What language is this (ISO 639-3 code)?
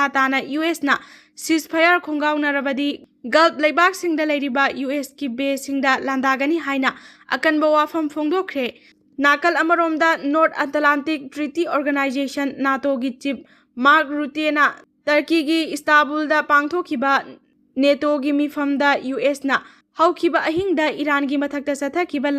mni